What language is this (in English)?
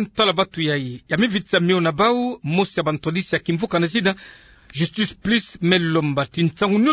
Kituba (Democratic Republic of Congo)